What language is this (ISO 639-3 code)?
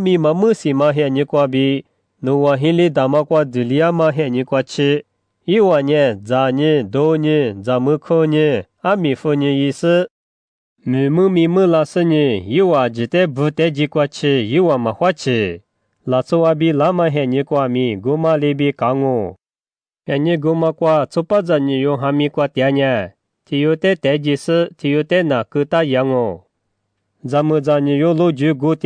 lis